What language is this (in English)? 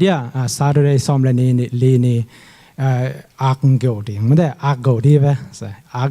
Tedim Chin